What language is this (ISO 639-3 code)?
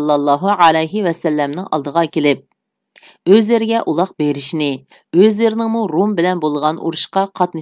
uig